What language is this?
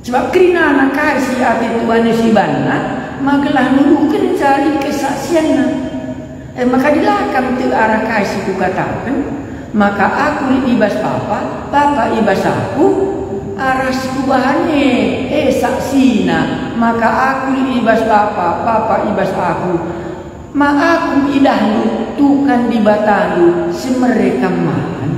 Batak Karo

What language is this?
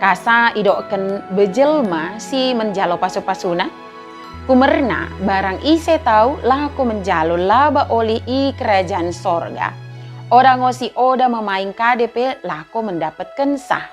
Batak Dairi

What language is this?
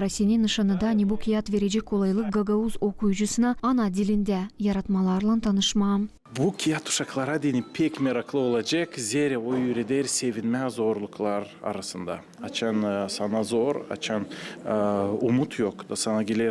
Gagauz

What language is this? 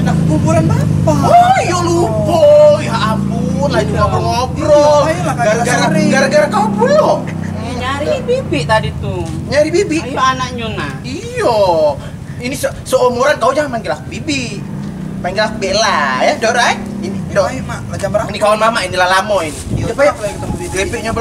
Musi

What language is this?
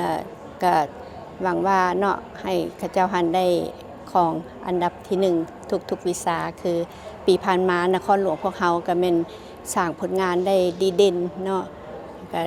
Lao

